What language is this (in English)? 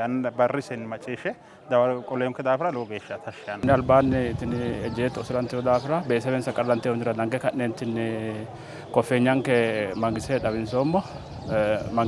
Sidamo